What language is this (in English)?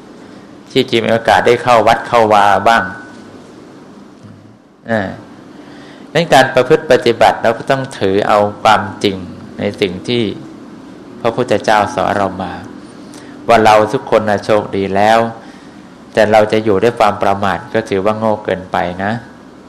Thai